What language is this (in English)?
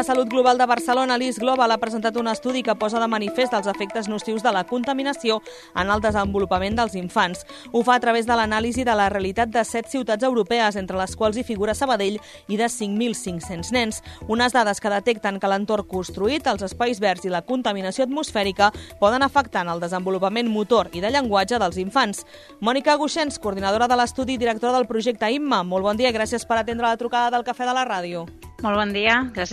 Catalan